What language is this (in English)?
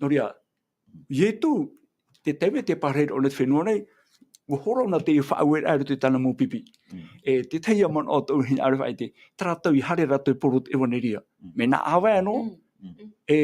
Tahitian